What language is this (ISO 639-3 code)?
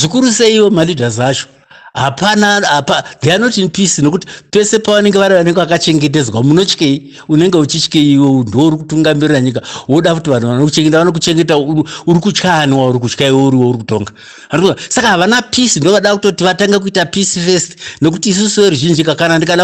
sna